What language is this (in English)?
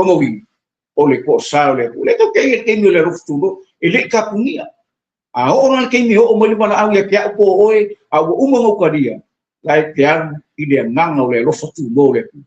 Samoan